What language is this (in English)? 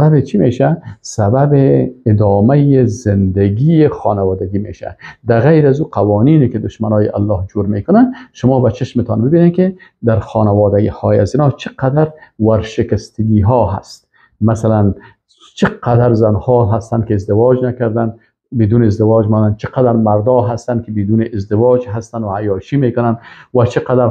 Persian